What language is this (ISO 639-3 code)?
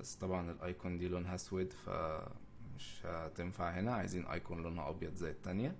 arz